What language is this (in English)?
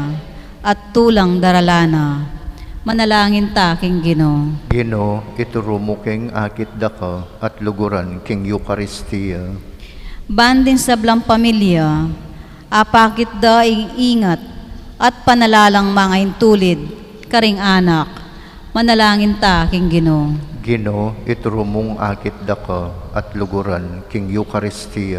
Pampanga